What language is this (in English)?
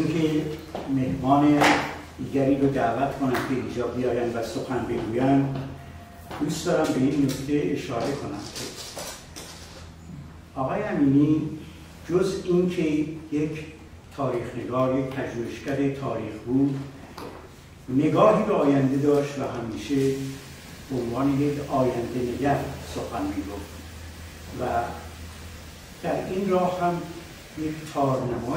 Persian